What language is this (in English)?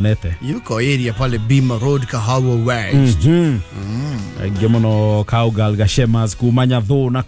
Kikuyu